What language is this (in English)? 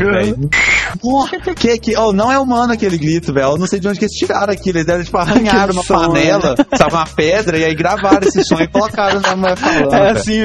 Portuguese